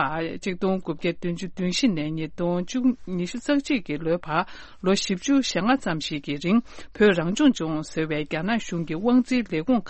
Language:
Tibetan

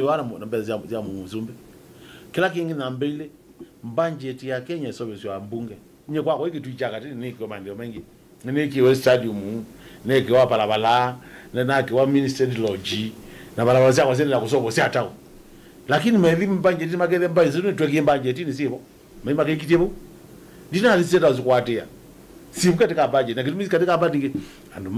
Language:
Kamba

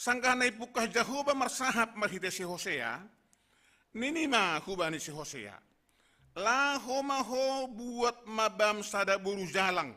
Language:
Batak Simalungun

